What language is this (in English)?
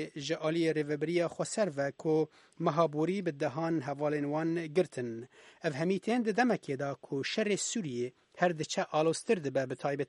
Kurdish